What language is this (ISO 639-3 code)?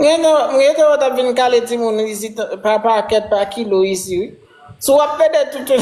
hat